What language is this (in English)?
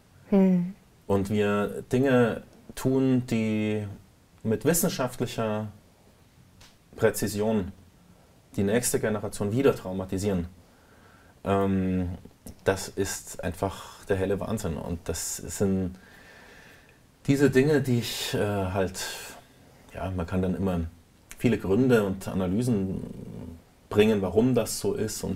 German